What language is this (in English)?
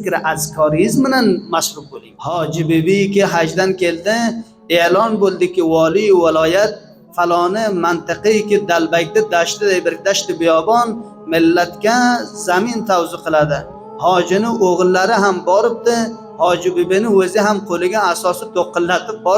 Uzbek